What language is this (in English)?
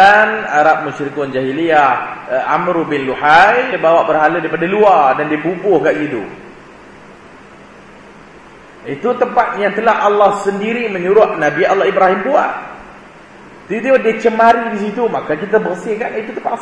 Malay